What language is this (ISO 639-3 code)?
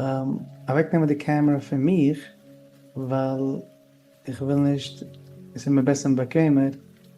yid